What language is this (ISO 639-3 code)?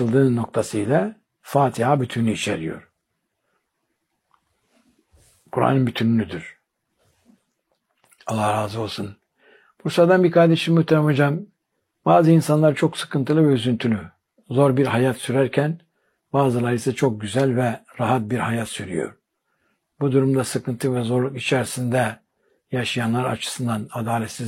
tur